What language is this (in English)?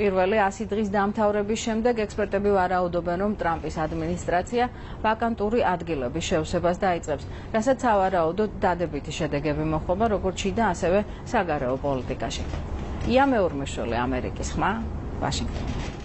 Georgian